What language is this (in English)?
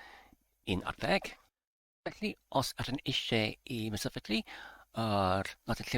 Welsh